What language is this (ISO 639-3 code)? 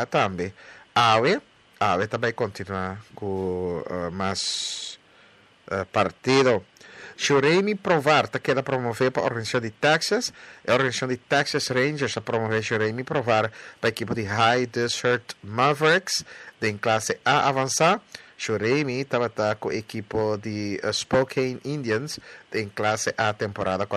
pap